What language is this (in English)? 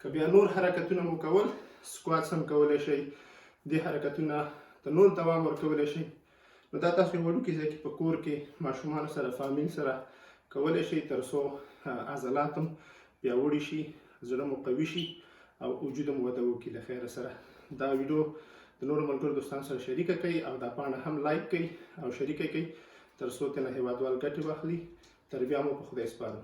Pashto